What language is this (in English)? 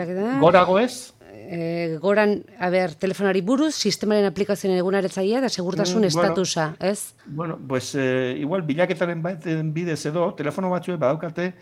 Basque